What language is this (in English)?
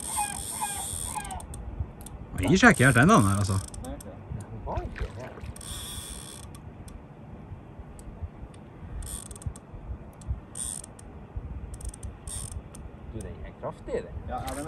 Norwegian